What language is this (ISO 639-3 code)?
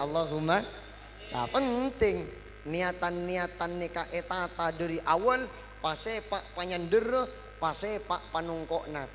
mad